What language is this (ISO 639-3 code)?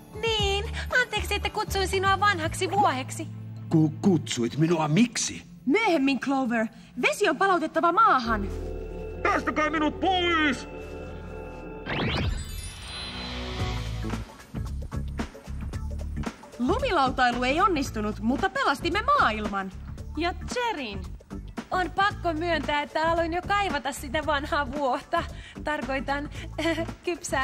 fin